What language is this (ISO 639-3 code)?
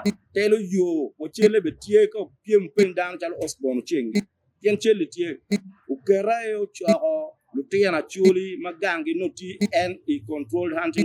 ach